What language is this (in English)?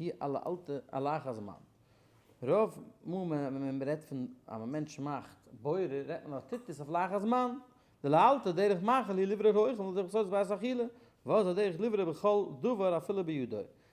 Yiddish